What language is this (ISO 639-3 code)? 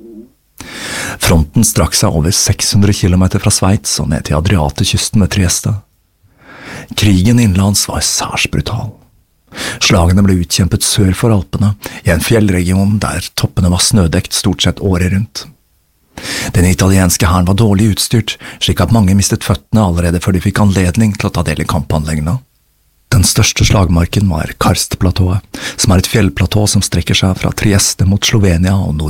nor